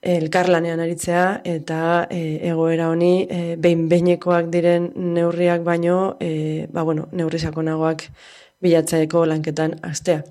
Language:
Basque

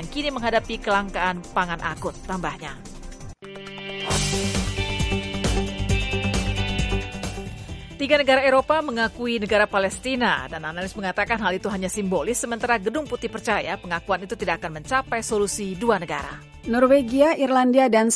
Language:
Indonesian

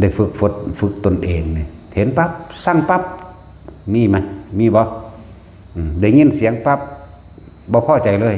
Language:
Northeastern Thai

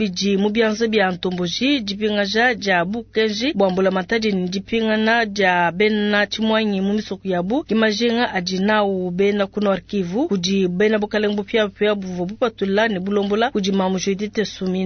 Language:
Luba-Lulua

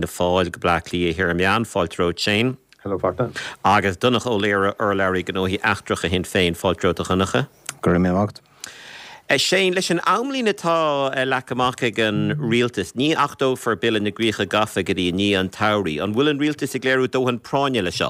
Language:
Irish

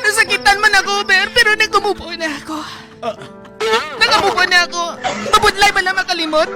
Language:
Hiligaynon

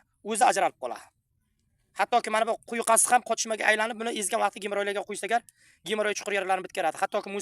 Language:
Uzbek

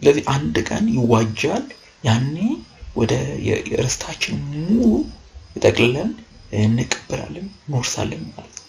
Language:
Amharic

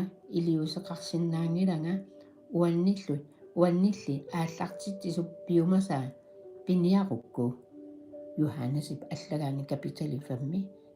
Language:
Kalaallisut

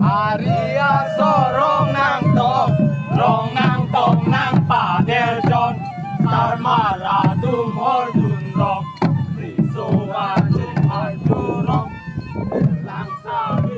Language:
Karbi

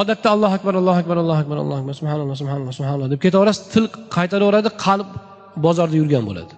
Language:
Uzbek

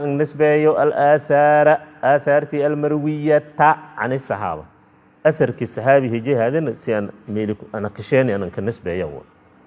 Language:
Somali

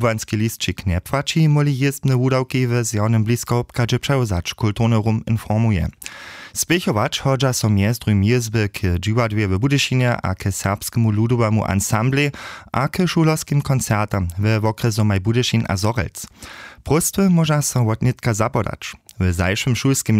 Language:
Upper Sorbian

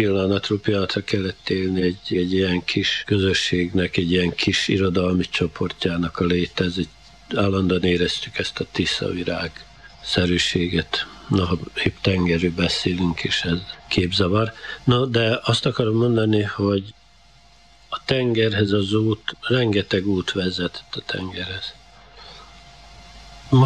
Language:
Hungarian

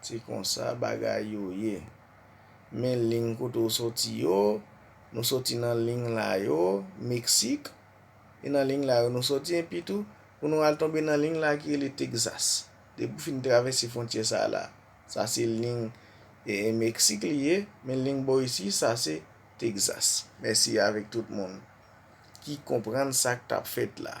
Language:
Haitian Creole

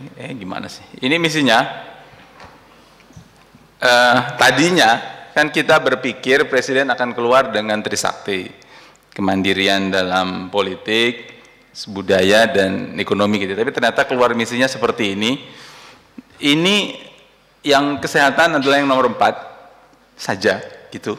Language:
Indonesian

